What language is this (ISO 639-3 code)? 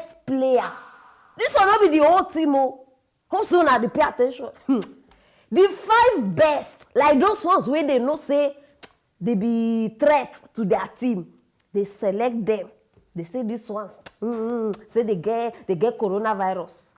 pcm